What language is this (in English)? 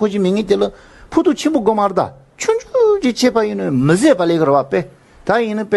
Tibetan